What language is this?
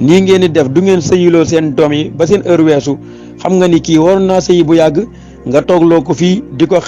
Wolof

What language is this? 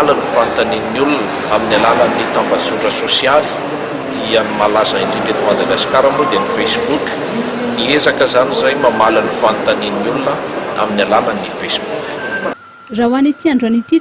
Malagasy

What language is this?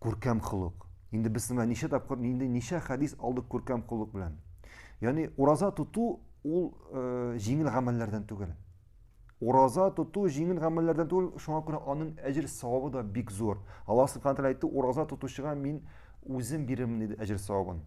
Tatar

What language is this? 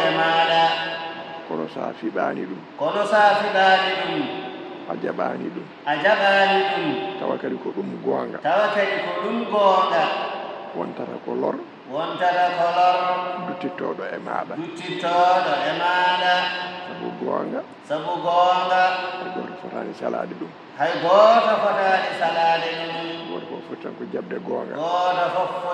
Fula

